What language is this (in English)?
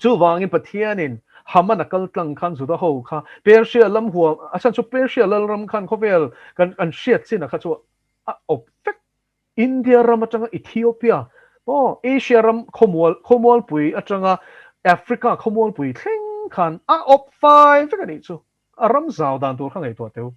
Mizo